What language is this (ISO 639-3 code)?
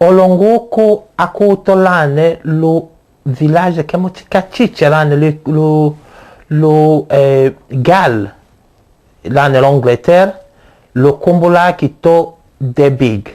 tll